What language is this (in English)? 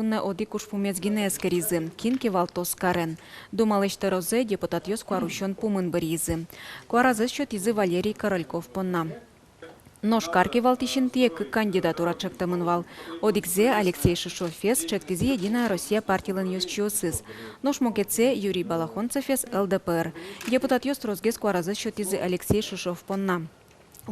Udmurt